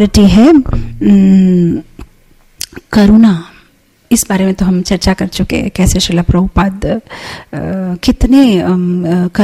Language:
Hindi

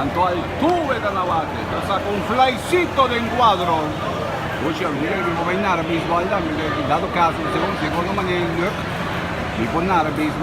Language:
Papiamento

